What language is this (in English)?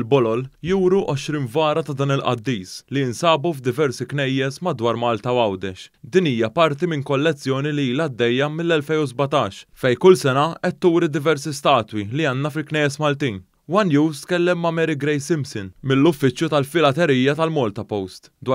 Maltese